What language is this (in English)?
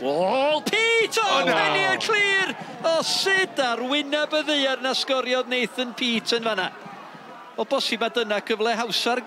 Welsh